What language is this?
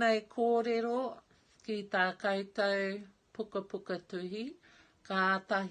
Māori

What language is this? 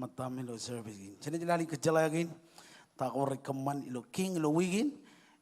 Marshallese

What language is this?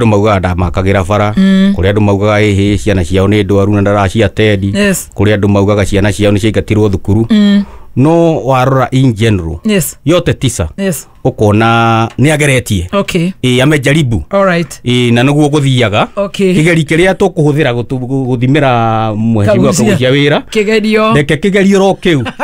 Kikuyu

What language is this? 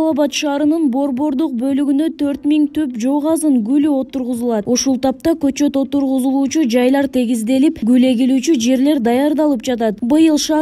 Kyrgyz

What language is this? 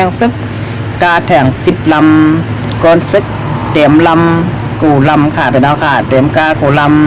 Shan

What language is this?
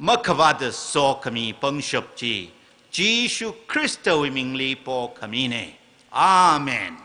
Tangkhul Naga (India)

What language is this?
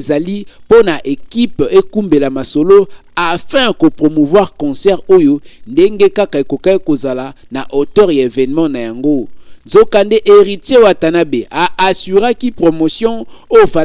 Lingala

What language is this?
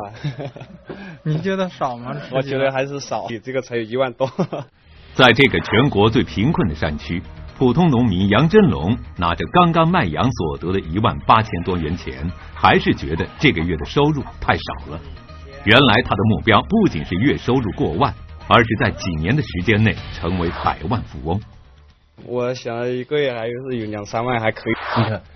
Chinese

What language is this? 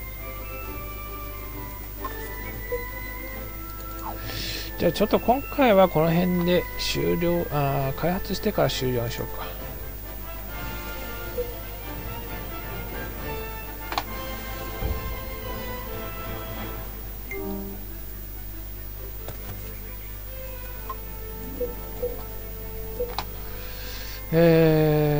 Japanese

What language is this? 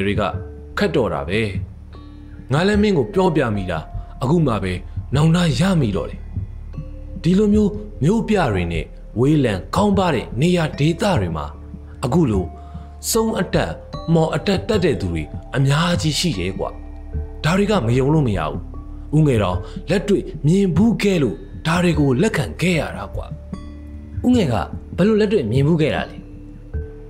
Burmese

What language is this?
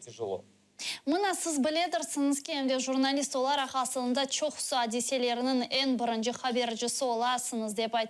Crimean Tatar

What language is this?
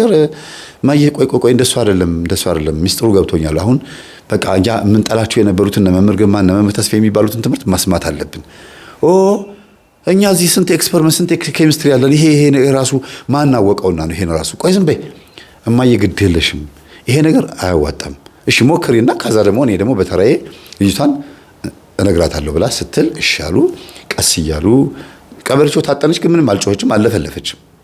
Amharic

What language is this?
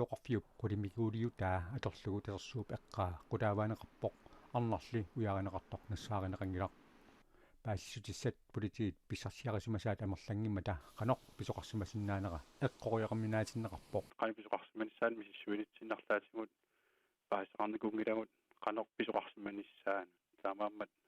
Kalaallisut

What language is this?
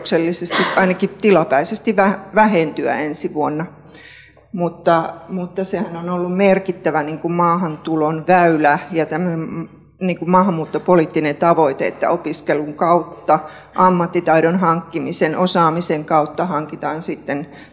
Finnish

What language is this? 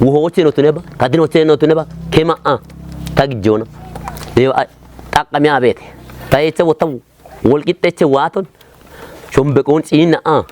Kafa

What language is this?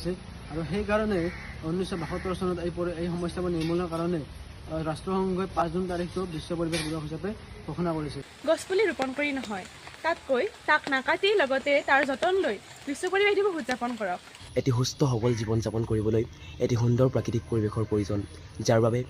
Assamese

